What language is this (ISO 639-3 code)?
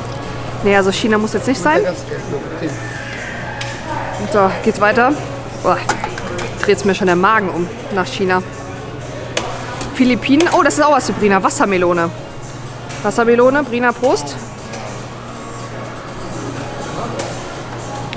deu